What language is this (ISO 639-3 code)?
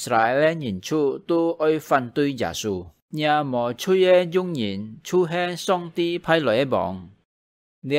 hak